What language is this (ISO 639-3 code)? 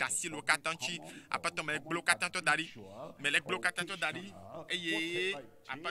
ewe